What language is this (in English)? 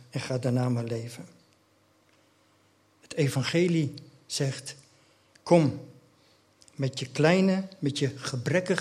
Dutch